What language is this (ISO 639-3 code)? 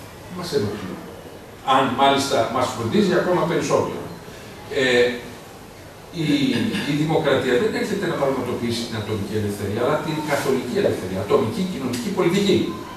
ell